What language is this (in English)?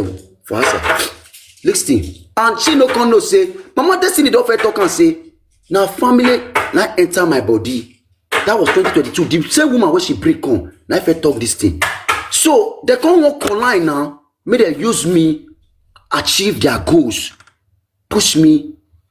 Nigerian Pidgin